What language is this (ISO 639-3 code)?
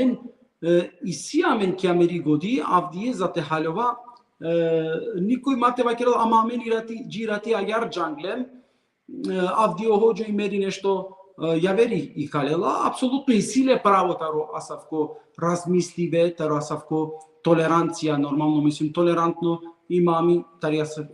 rmn